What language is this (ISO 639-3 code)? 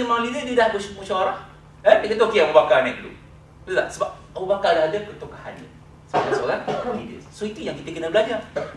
msa